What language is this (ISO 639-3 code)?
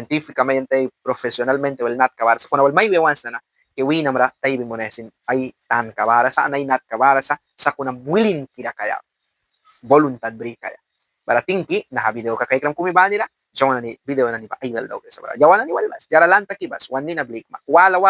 miq